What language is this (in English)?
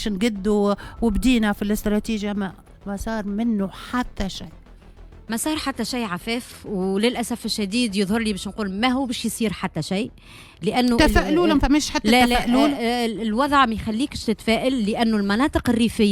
Tunisian Arabic